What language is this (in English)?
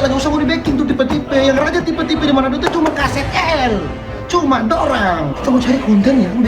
Manado Malay